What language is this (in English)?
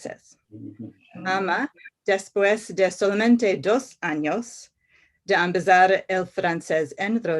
Ladino